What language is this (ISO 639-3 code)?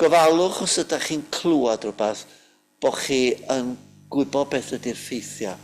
cym